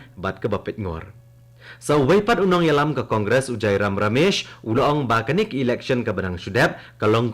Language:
Khasi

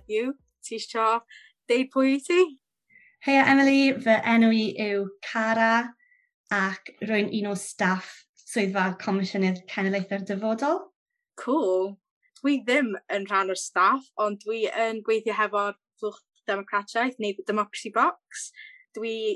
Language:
Welsh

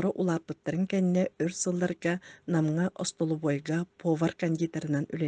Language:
Yakut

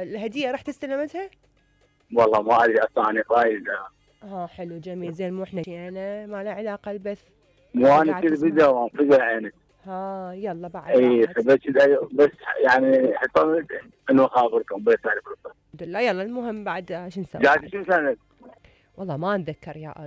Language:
Mesopotamian Arabic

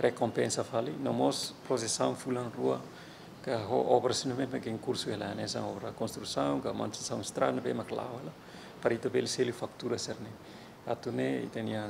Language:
Tetum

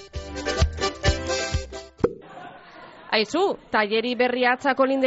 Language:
Basque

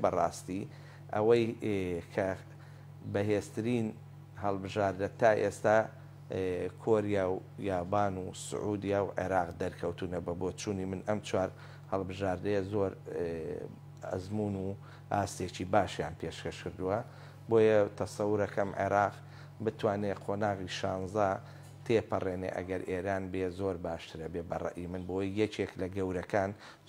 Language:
Central Kurdish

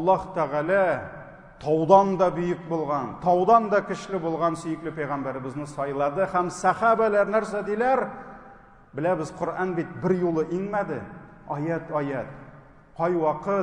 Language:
Tatar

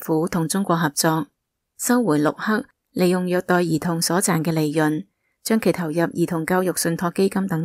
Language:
Cantonese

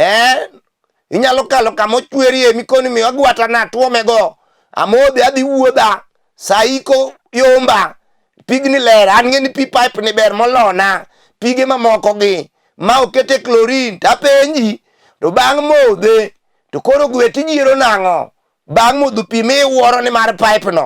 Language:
Luo (Kenya and Tanzania)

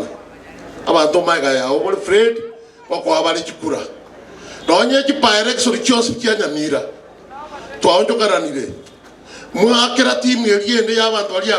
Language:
Gusii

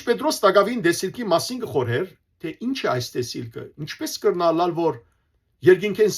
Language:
Western Armenian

